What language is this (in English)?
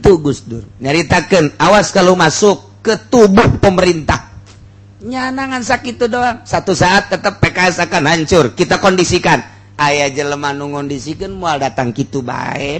Sundanese